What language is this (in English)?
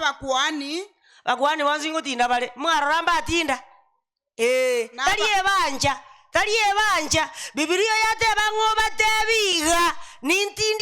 Gusii